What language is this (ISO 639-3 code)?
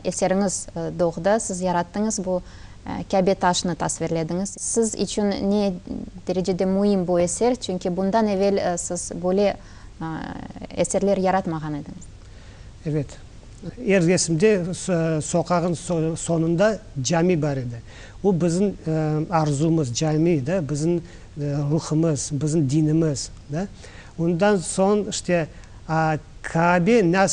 crh